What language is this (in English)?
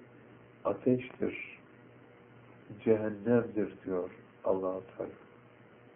Turkish